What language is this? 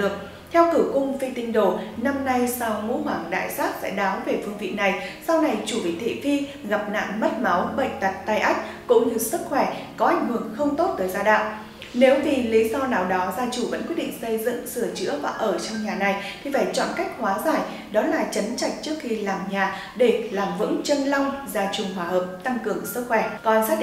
Vietnamese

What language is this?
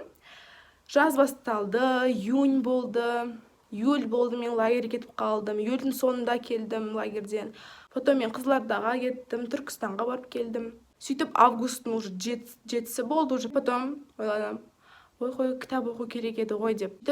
Kazakh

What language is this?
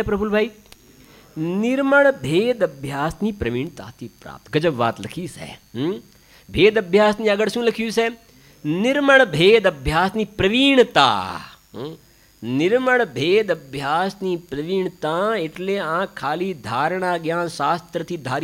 Gujarati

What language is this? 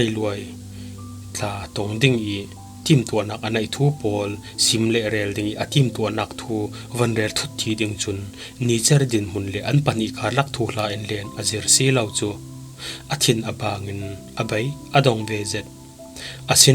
Falam Chin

